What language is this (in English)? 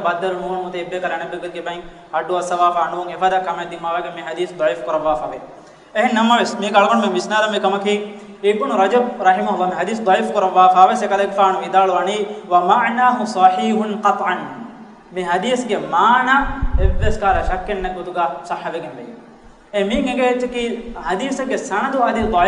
Divehi